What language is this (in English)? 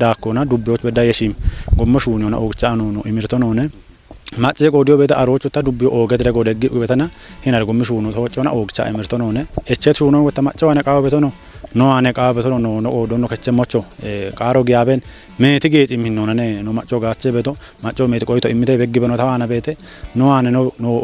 Kafa